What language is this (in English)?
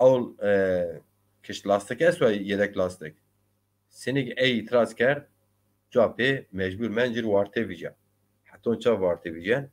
Zaza